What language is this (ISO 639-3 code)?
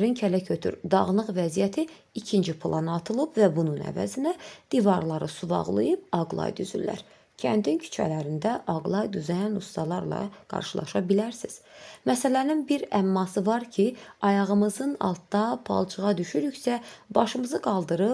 aze